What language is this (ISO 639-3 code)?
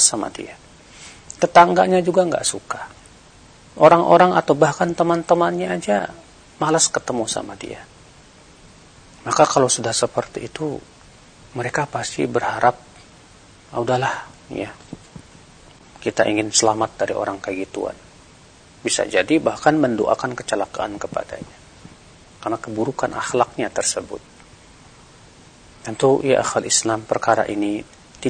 ind